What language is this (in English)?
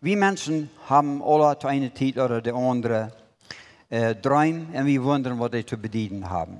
Plautdietsch